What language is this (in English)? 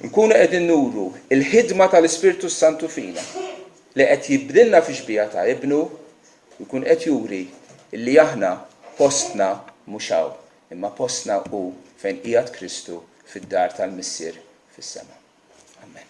Maltese